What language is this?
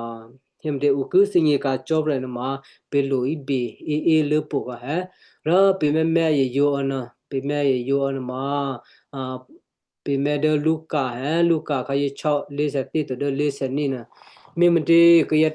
Western Kayah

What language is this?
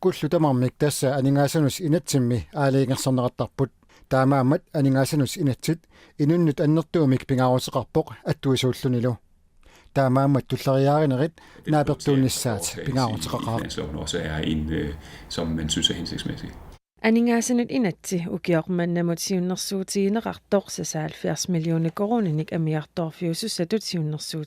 Kalaallisut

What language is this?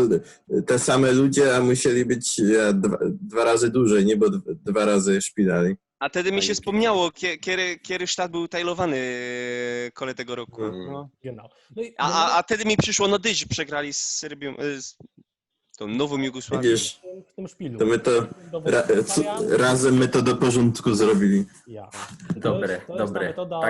Silesian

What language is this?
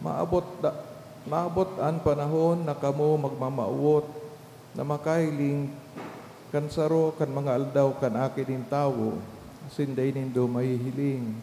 Bikol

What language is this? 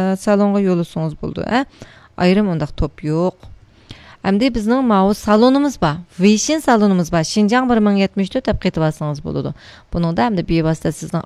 Uyghur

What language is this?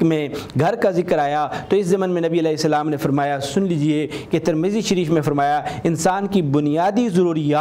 Urdu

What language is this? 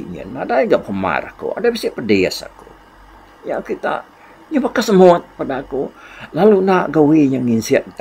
Iban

